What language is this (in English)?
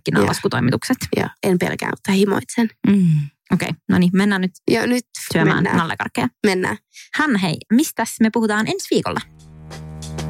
Finnish